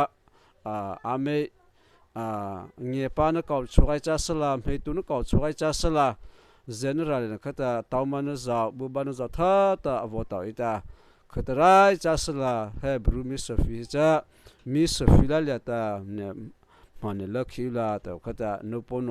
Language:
Mara Chin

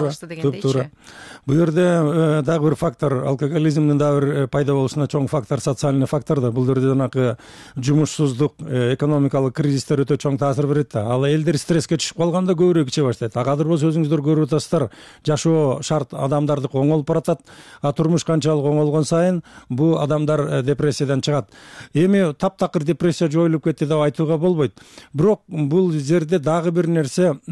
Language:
Kyrgyz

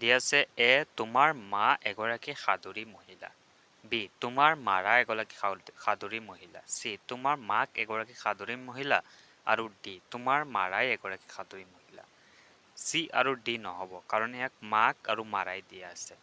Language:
Assamese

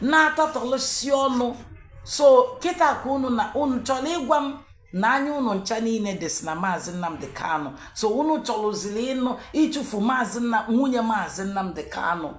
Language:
Igbo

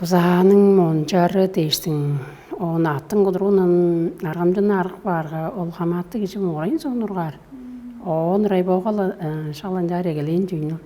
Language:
Tuvinian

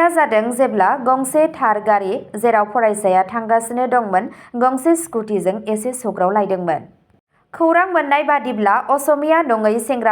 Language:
Bodo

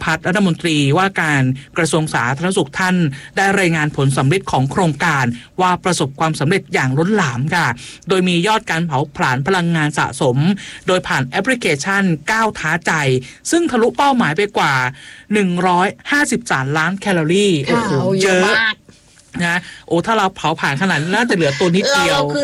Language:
Thai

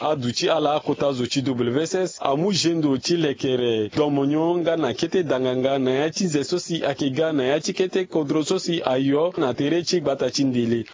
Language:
Sango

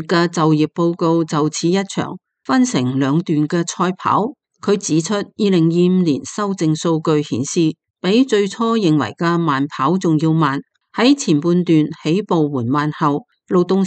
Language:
Cantonese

